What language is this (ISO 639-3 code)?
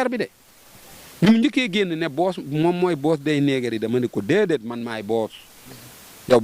wol